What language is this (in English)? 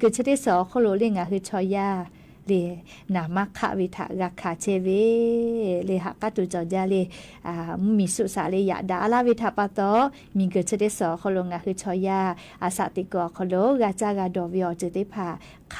Lahu